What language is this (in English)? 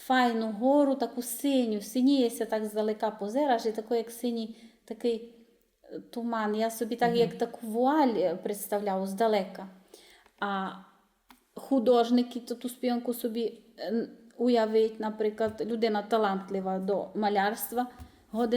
Rusyn